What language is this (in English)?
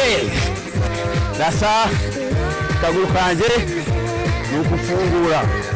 Kinyarwanda